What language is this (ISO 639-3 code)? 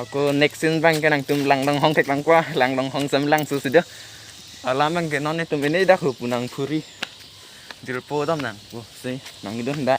mjw